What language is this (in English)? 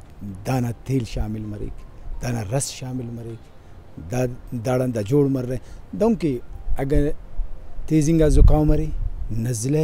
Brahui